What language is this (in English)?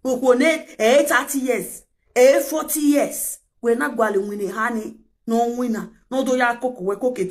Nigerian Pidgin